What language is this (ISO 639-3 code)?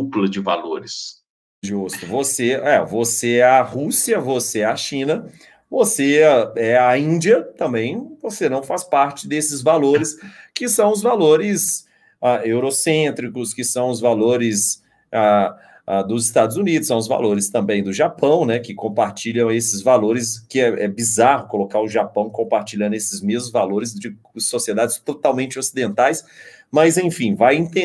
por